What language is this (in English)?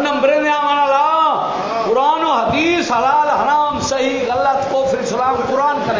Saraiki